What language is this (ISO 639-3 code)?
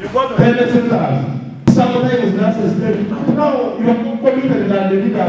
teo